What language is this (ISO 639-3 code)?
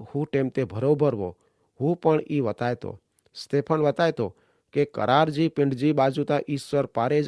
kfr